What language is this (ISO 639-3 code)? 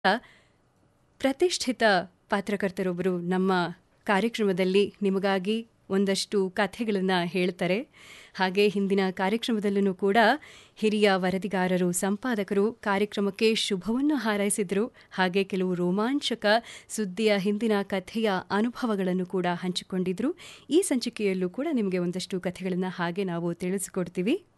kan